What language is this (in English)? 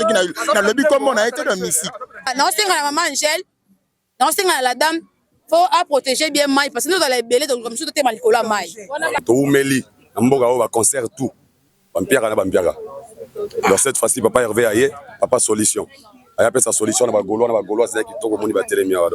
Lingala